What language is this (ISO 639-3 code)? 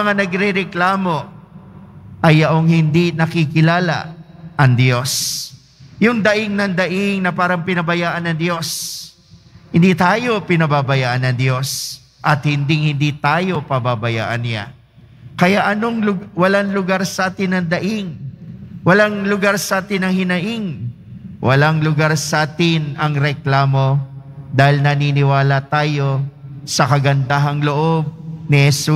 fil